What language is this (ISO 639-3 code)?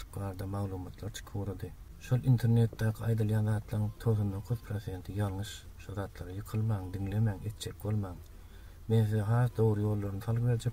tuk